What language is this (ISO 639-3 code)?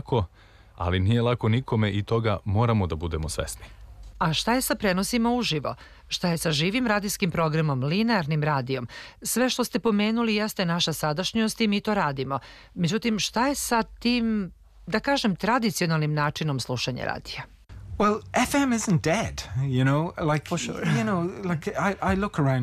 srp